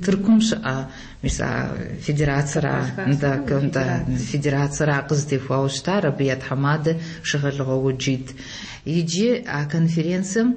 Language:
Kabardian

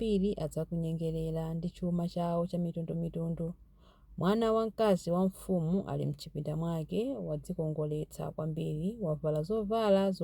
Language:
Nyanja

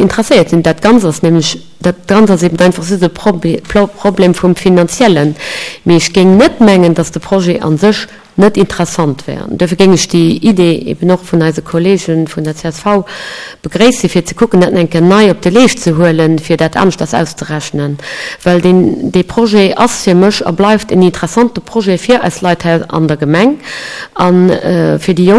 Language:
Luxembourgish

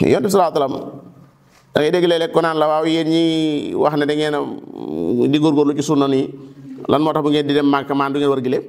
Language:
Wolof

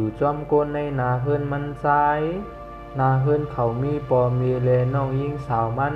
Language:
Shan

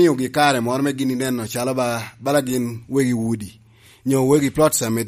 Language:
Lango (Uganda)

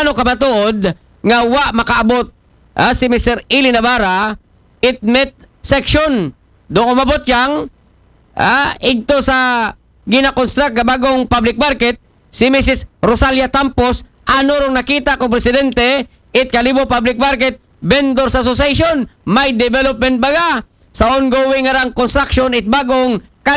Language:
Aklanon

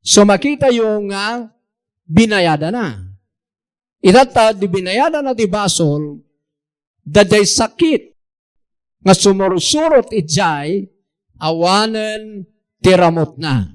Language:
Iloko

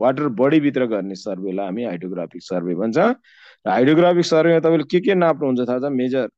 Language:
Nepali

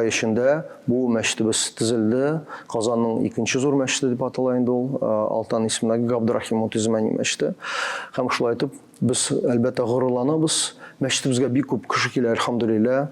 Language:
Tatar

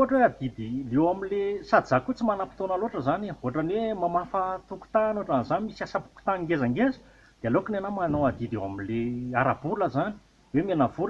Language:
Malagasy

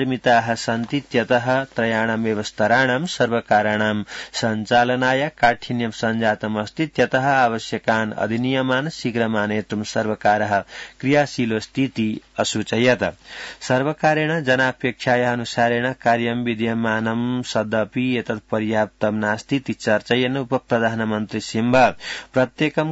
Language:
Sanskrit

